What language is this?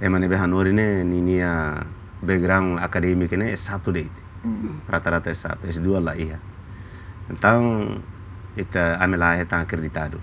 Tetum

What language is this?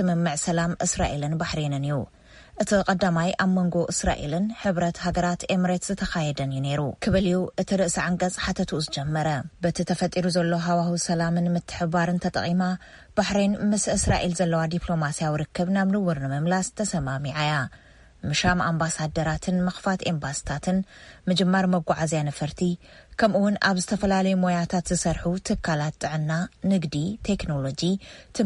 Tigrinya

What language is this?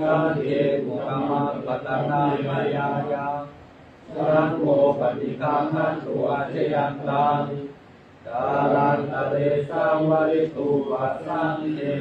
Pali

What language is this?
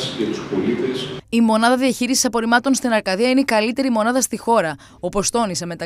Greek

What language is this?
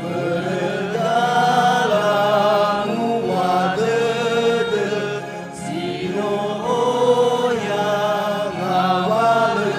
Nias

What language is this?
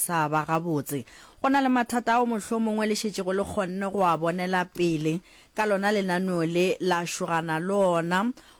Northern Sotho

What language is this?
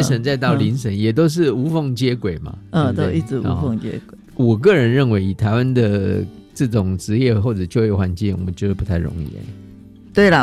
Chinese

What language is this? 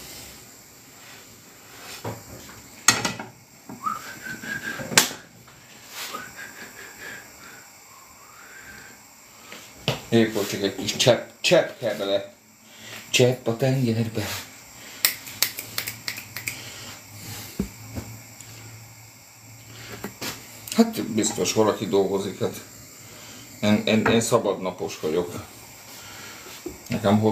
Hungarian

